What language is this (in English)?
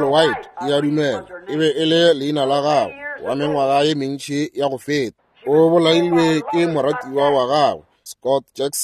Northern Sotho